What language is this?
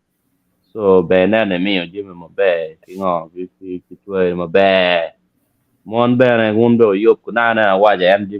Acoli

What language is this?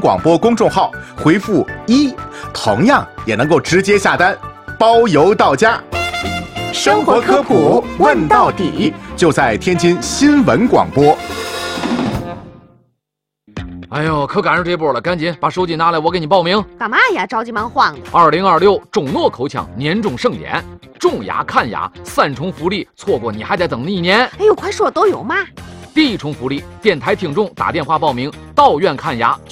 Chinese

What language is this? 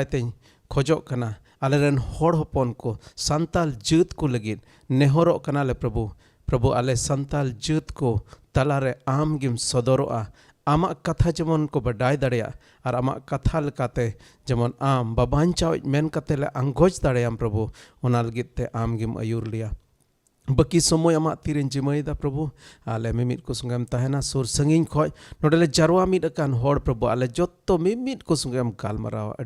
Santali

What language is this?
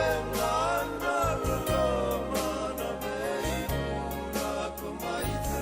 Fijian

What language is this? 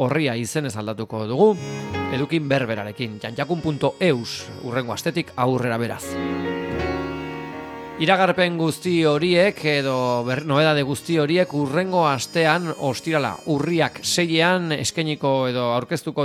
Basque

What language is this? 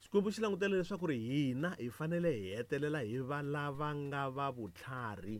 Tsonga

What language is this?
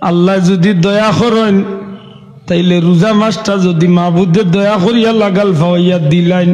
Sylheti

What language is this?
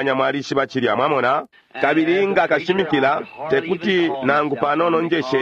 Bemba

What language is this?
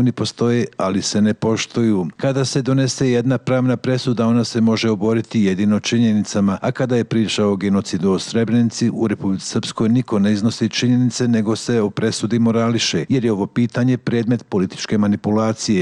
Serbian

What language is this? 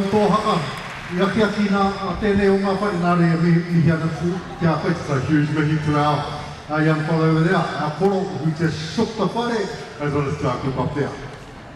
Māori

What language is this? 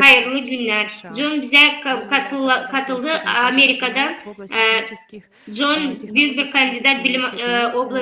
Gagauz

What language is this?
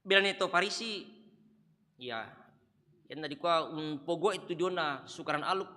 Toraja-Sa'dan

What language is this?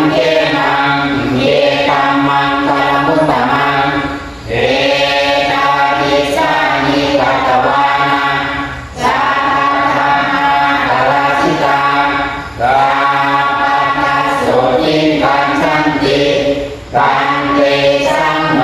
Pali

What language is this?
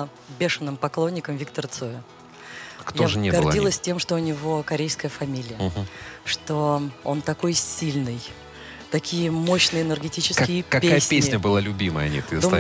Russian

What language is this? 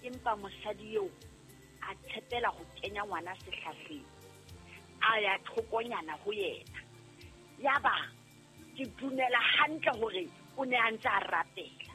Southern Sotho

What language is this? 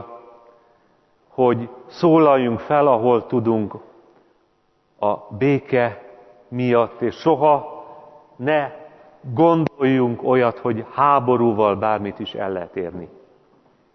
Hungarian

